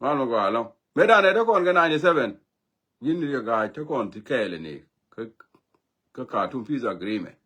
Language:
Nuer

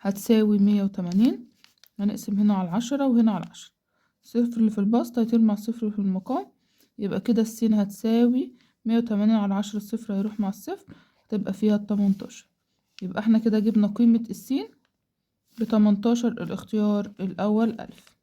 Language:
Egyptian Arabic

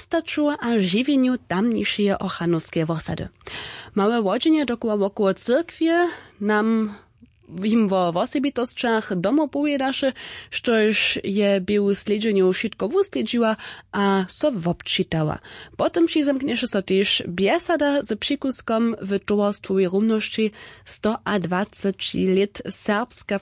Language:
Upper Sorbian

